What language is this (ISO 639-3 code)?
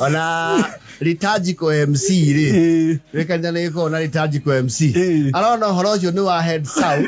kik